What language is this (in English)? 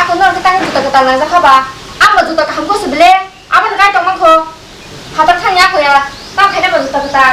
Kok Borok